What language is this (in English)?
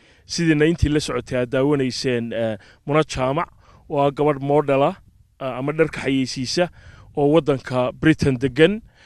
Somali